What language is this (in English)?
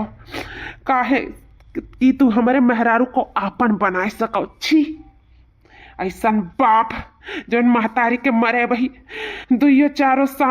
Awadhi